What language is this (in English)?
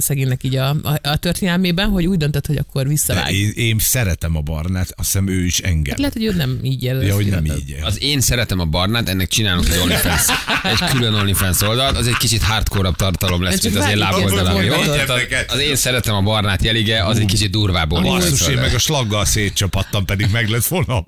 Hungarian